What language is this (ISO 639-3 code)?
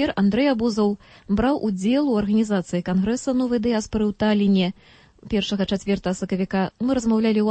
bel